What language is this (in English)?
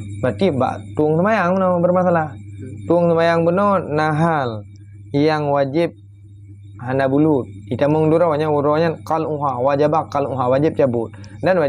Achinese